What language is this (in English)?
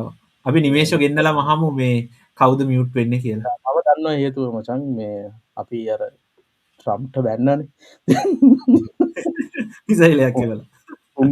Sinhala